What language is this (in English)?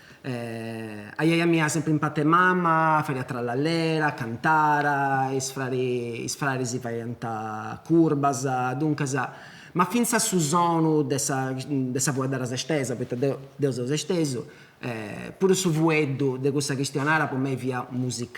Sardinian